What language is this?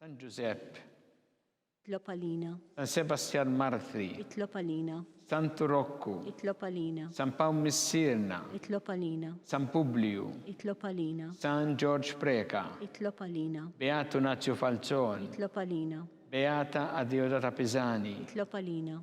Maltese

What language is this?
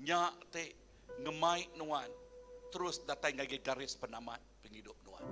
Iban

